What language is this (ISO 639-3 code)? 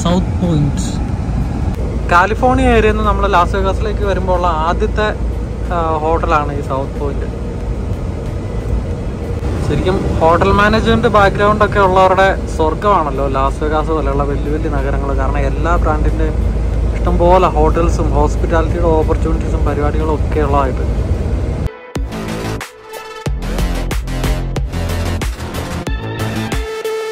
mal